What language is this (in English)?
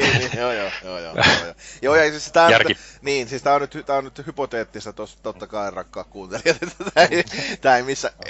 Finnish